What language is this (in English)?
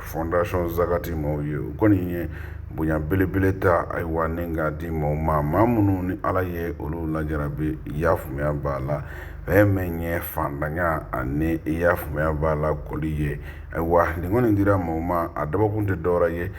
Bambara